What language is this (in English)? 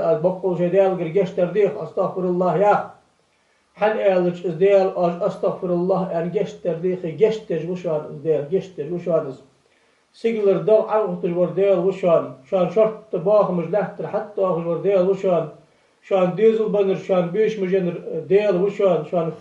Ingush